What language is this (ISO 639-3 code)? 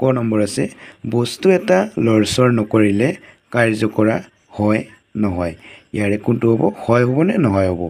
asm